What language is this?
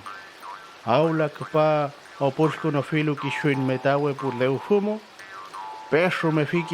Mapuche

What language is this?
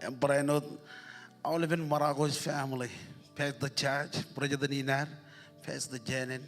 Marshallese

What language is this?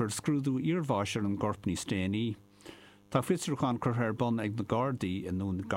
Irish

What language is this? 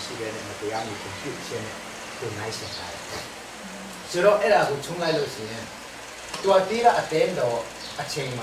Burmese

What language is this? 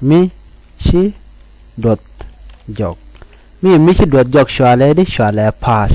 Nuer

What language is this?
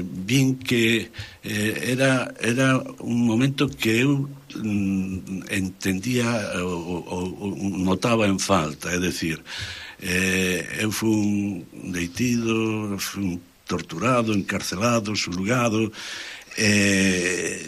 Galician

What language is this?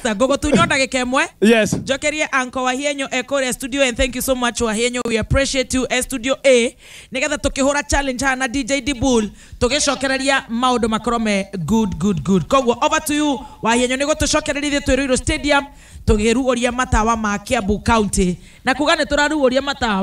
Kikuyu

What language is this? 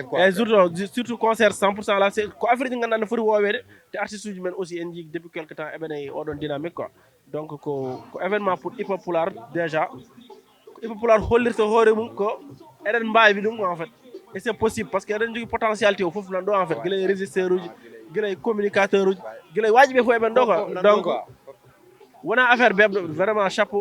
Fula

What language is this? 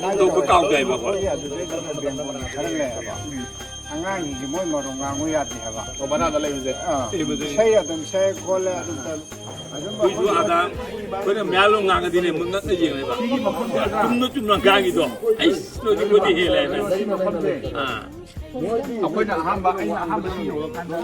Manipuri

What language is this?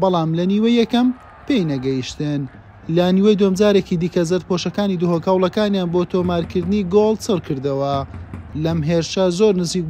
Central Kurdish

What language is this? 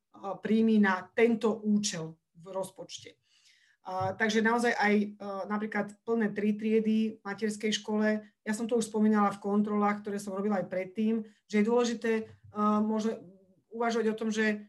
Slovak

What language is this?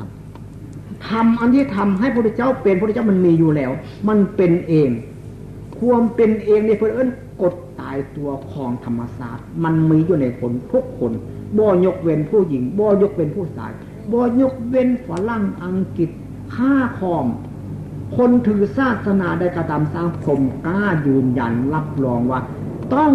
Northeastern Thai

